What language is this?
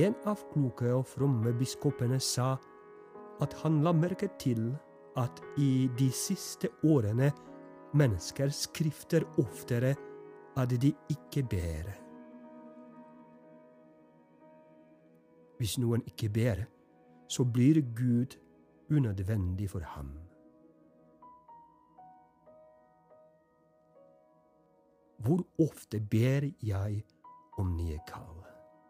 Norwegian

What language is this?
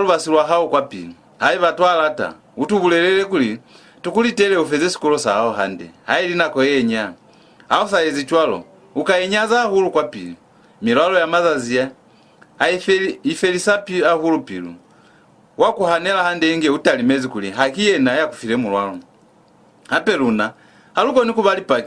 Lozi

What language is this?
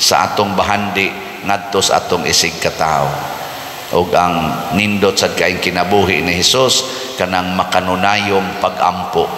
Cebuano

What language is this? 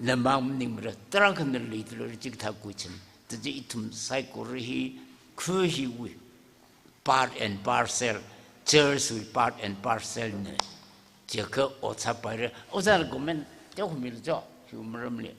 Tangkhul Naga (India)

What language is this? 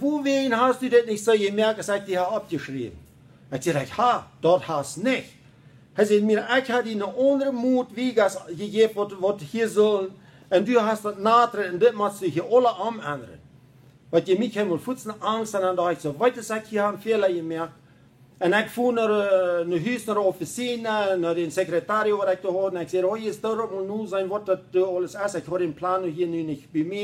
Plautdietsch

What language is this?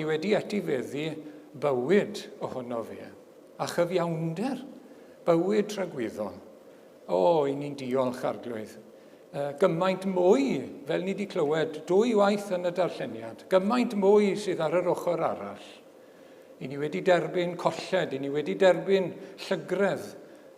Welsh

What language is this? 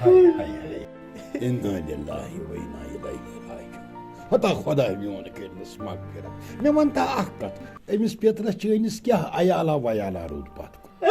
Kashmiri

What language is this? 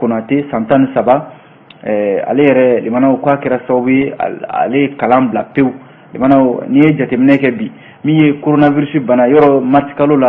Bambara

